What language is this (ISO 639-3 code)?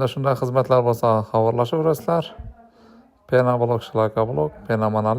uzb